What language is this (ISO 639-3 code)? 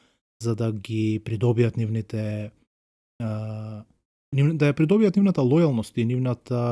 mkd